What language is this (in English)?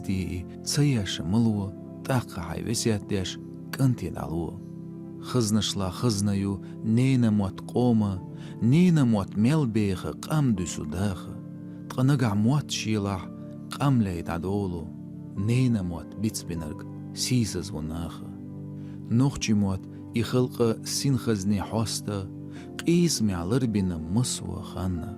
Chechen